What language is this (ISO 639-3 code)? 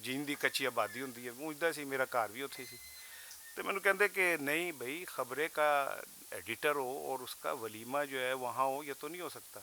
lah